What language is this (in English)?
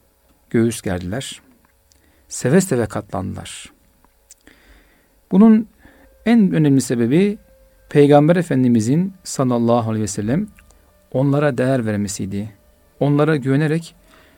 Turkish